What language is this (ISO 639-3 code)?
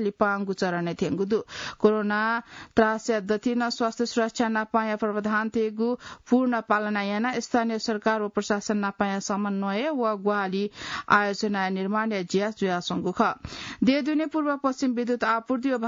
new